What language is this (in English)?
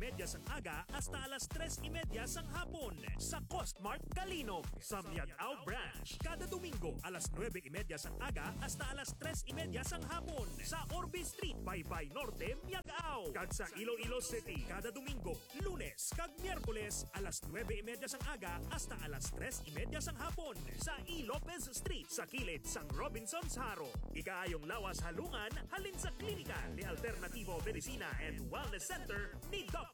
Hiligaynon